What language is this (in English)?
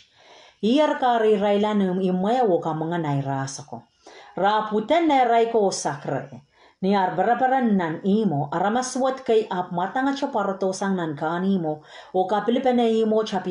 Pohnpeian